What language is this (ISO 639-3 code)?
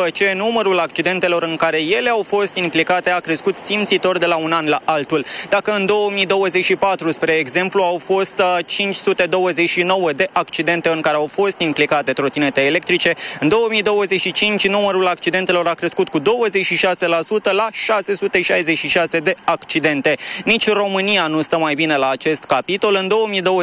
ron